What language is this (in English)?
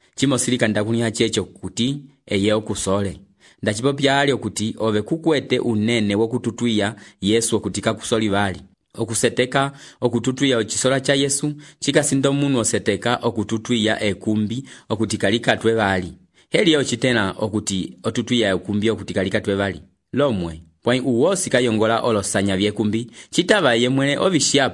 Umbundu